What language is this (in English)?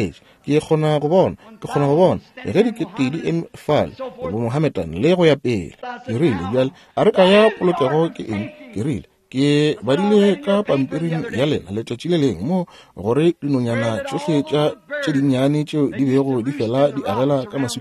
Northern Sotho